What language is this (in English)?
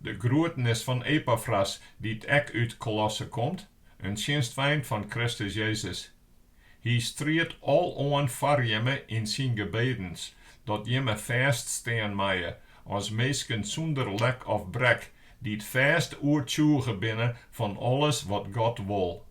Western Frisian